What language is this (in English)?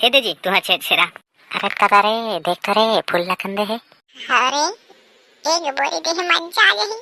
Chhattisgarhi